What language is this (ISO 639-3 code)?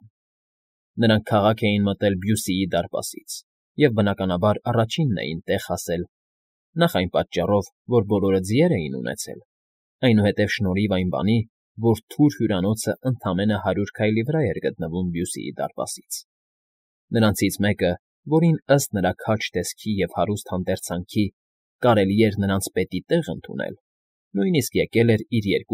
hye